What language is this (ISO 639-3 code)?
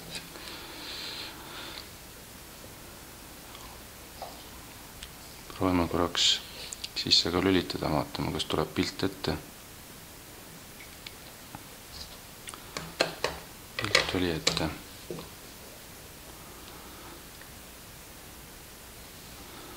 est